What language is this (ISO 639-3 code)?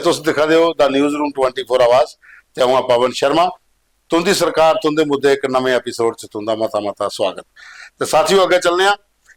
doi